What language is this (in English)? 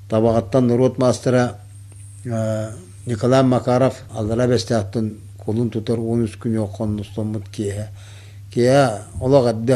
Yakut